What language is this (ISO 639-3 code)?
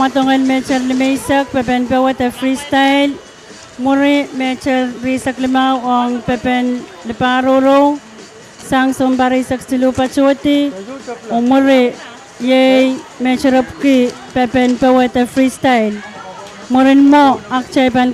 pon